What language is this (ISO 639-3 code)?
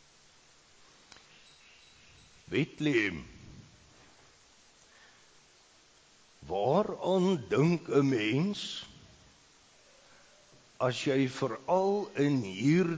afr